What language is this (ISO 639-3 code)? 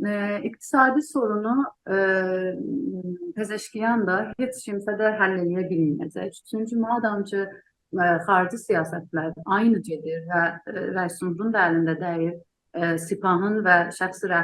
azb